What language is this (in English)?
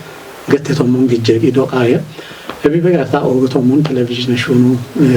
Kafa